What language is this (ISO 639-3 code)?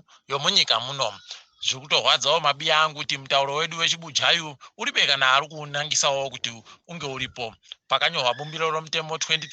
ndc